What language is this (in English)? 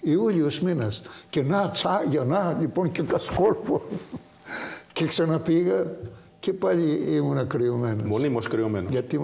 Greek